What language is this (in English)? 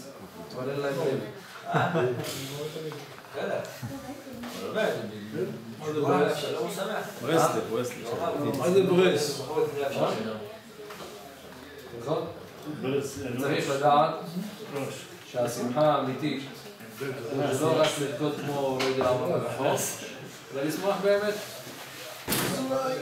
Hebrew